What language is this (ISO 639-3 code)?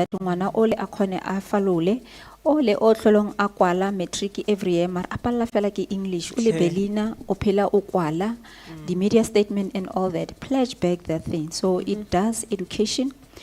tsn